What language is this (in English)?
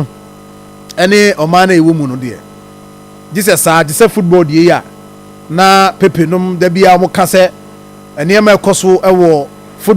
Akan